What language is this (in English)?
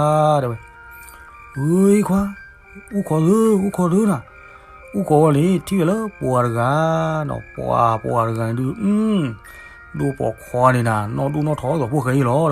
S'gaw Karen